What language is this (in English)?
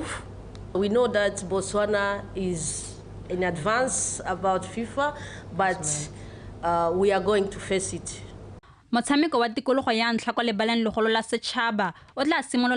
Tswana